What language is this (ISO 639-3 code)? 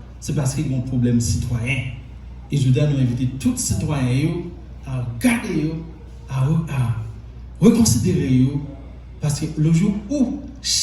hat